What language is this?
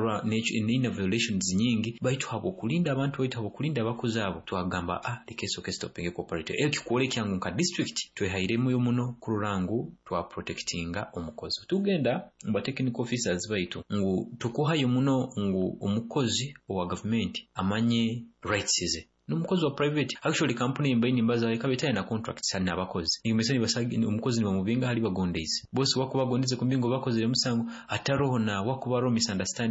Nyoro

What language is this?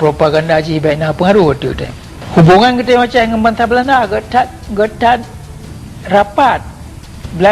Achinese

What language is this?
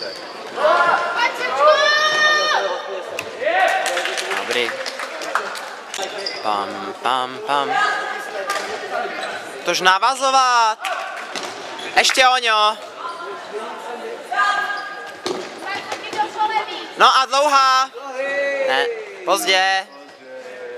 Czech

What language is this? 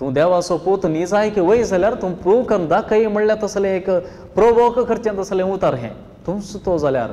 Konkani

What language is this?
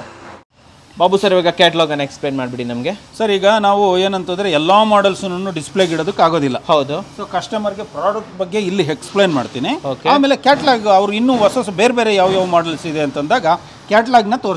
Kannada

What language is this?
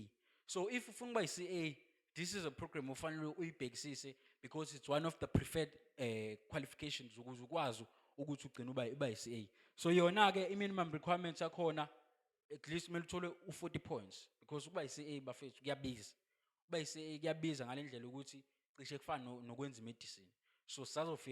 Zulu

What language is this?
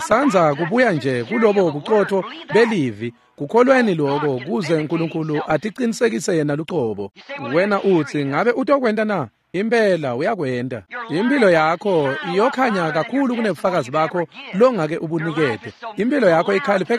Swati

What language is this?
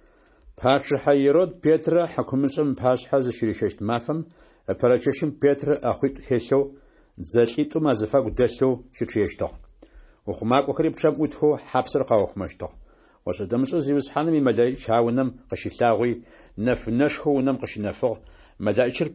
Adyghe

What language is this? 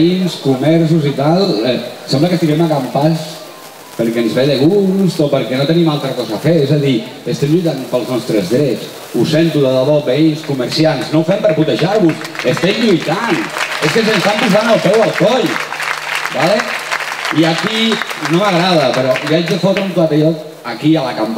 Catalan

